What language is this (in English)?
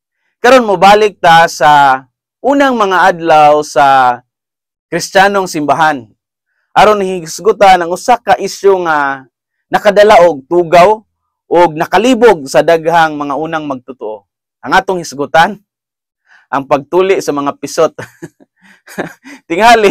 Cebuano